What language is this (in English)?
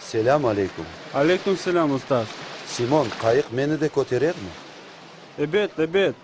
Crimean Tatar